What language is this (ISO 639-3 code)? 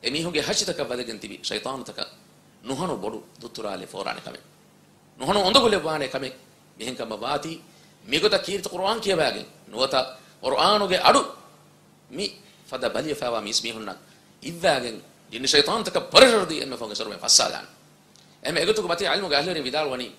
div